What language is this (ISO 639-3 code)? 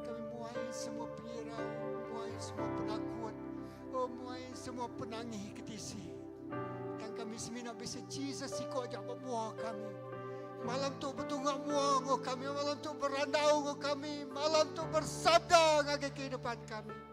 iba